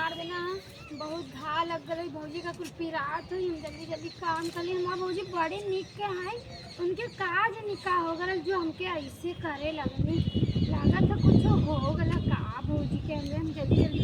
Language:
Awadhi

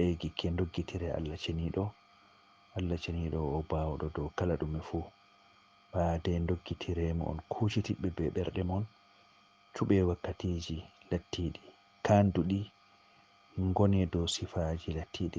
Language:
Fula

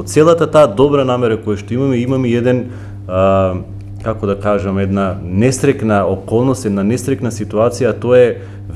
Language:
Macedonian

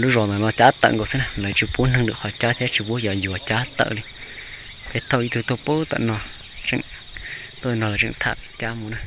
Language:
Hmong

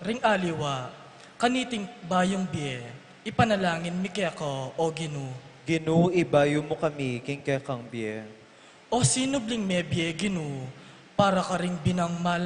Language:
Pampanga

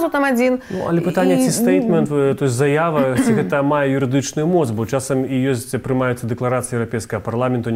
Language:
Belarusian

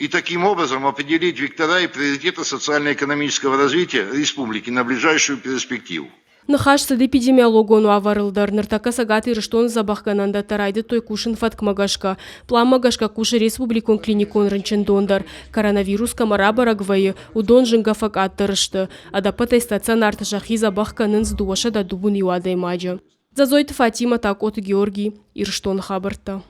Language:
Ossetic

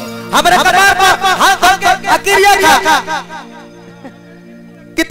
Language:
Bhojpuri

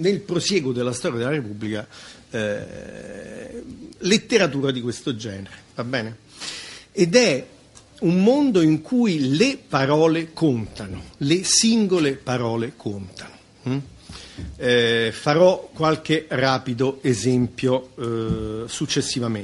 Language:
Italian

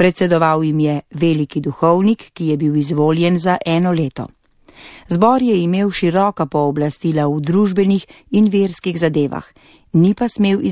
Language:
Slovenian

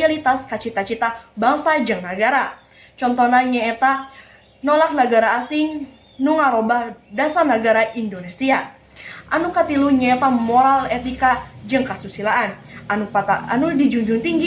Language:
Sundanese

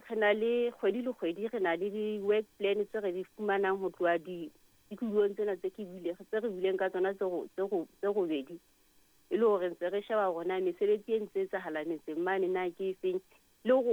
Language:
Southern Sotho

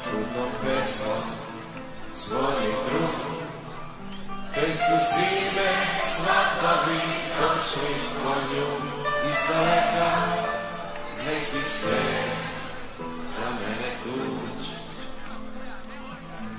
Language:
Serbian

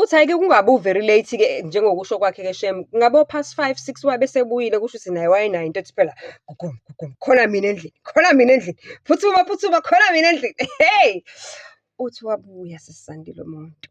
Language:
Zulu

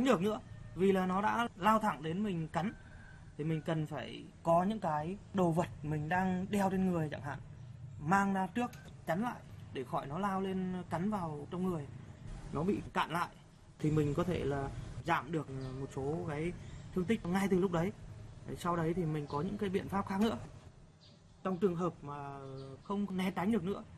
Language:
Vietnamese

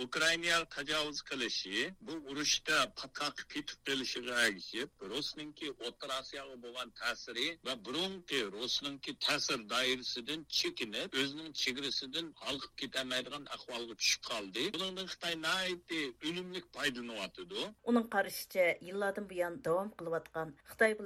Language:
Uyghur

